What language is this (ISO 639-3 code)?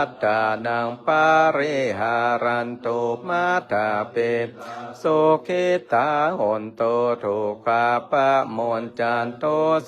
pli